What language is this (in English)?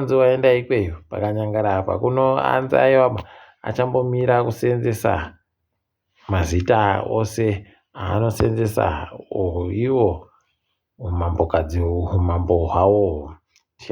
Ndau